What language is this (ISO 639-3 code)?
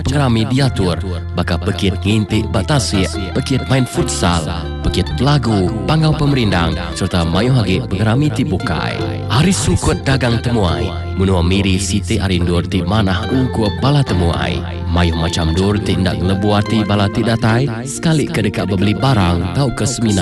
iba